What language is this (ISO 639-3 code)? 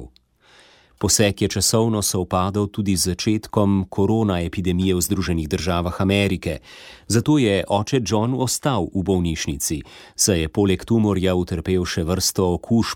slv